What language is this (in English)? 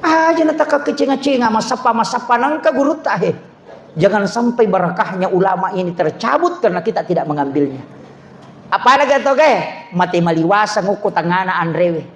Buginese